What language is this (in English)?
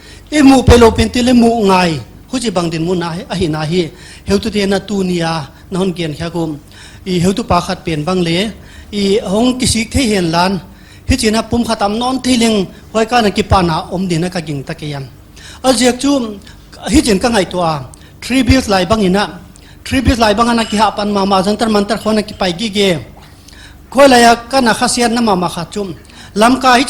Paite Chin